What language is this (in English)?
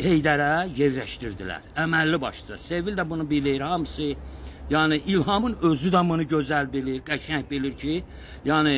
Azerbaijani